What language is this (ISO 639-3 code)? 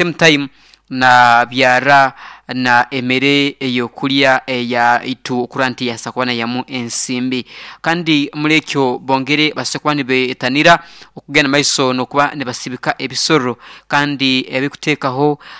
nyn